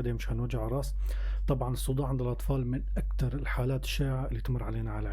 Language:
North Levantine Arabic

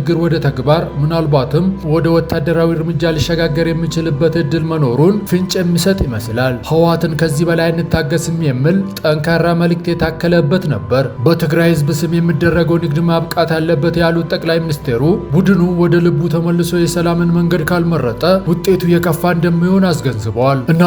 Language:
Amharic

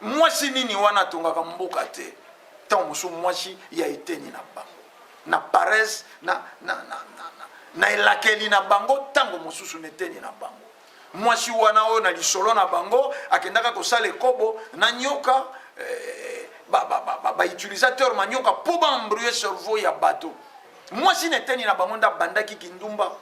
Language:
Lingala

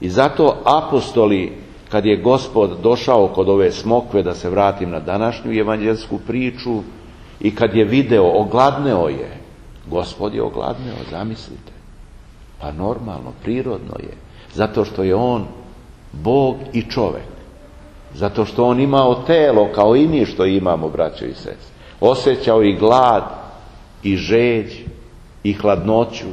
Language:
Serbian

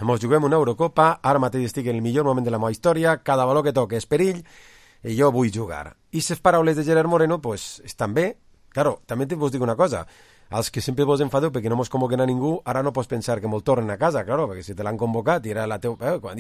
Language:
Catalan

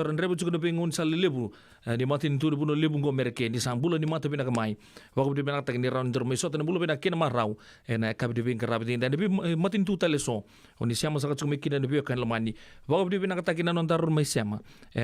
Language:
Fijian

